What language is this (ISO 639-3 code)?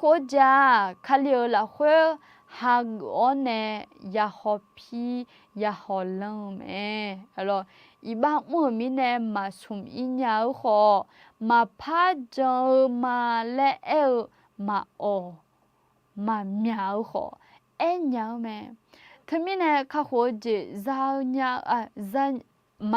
ahk